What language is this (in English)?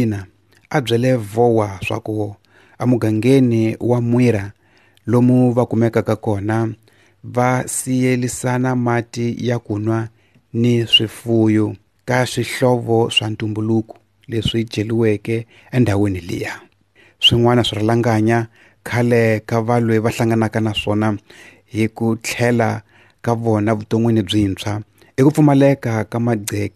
Tsonga